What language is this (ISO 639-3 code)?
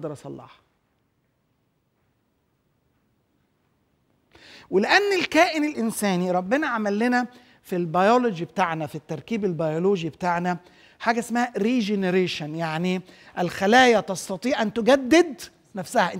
arz